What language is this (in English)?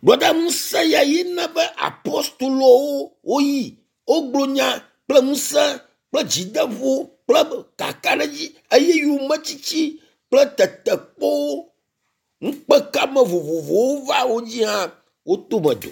Ewe